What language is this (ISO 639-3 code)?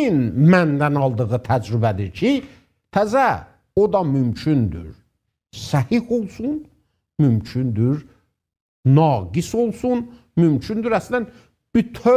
azb